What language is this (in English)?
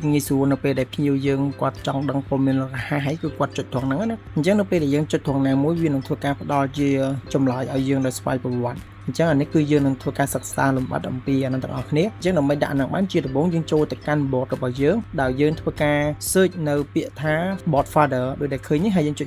Khmer